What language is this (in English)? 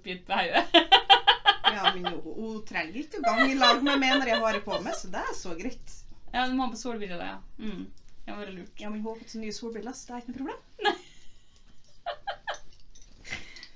Norwegian